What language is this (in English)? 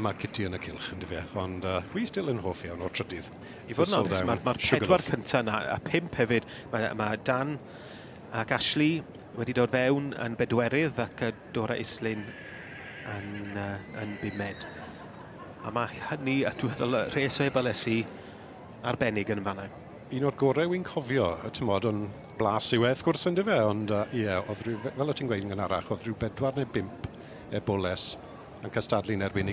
Welsh